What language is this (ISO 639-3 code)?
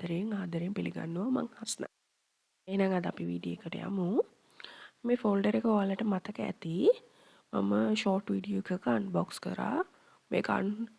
sin